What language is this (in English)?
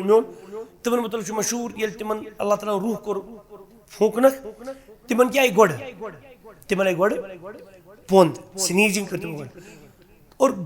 Kashmiri